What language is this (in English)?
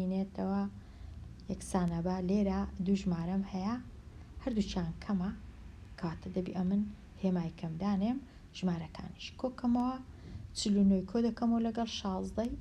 Central Kurdish